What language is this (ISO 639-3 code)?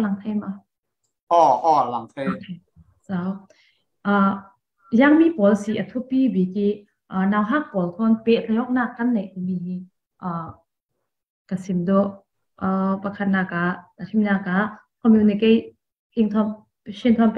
cfm